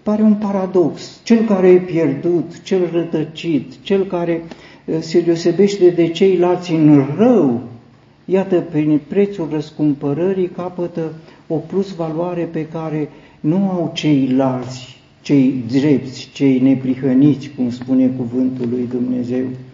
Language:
Romanian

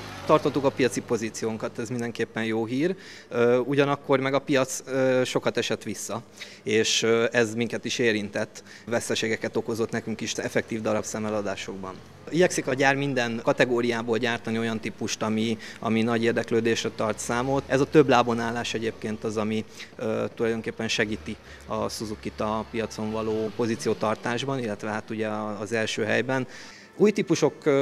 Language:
Hungarian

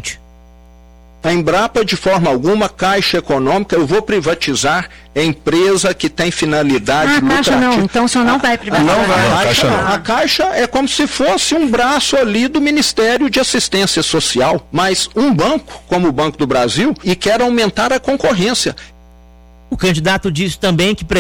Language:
Portuguese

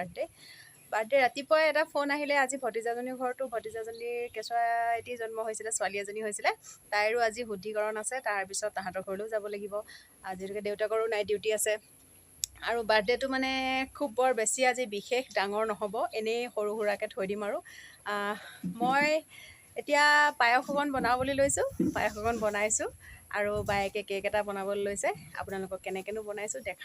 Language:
Assamese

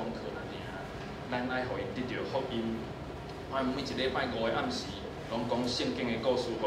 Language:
Min Nan Chinese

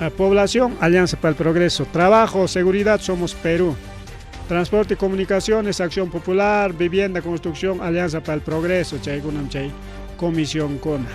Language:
Ayacucho Quechua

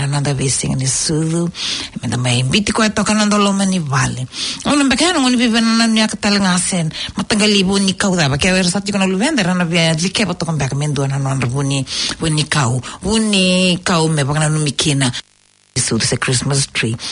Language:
Fijian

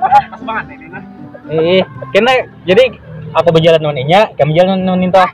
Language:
Banjar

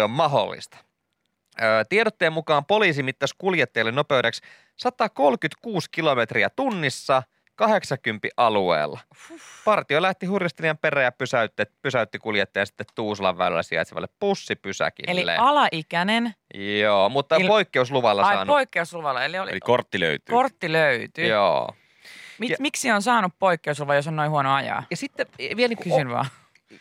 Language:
Finnish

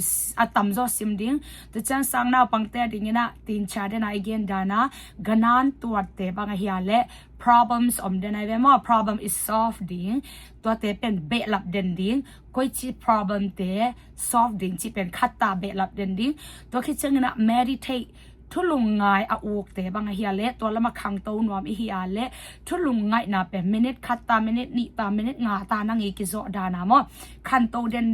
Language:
Tedim Chin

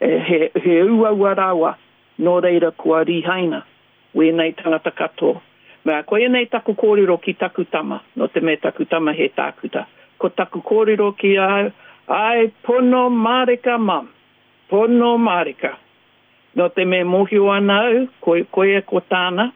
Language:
Māori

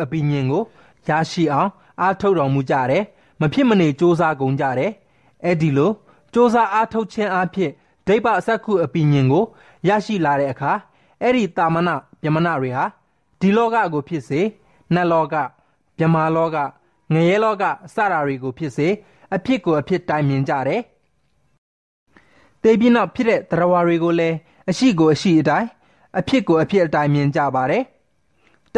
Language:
Burmese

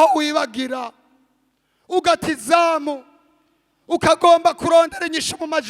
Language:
Rundi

